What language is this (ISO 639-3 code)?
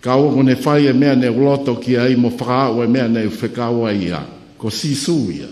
ton